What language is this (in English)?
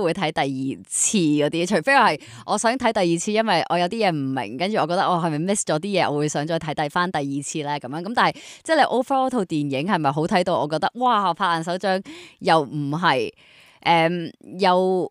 Cantonese